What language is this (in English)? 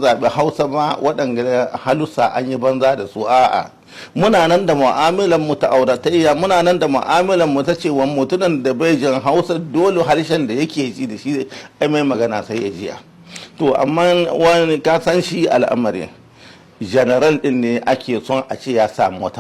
Hausa